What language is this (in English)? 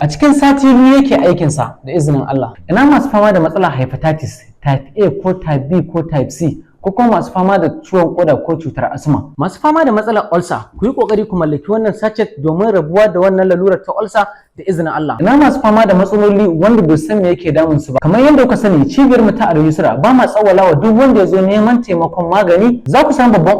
Hausa